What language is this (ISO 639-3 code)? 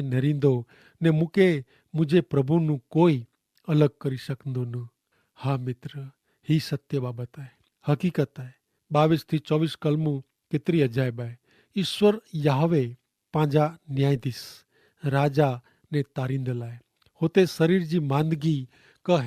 kfr